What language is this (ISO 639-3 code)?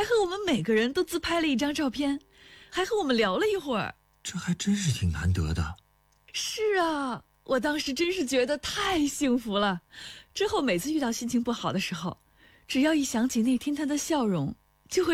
zho